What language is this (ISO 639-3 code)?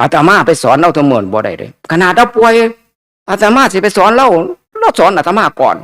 tts